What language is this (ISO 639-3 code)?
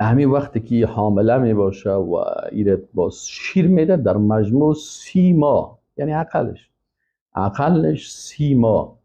fas